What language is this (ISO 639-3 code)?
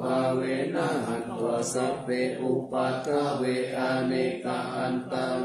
pli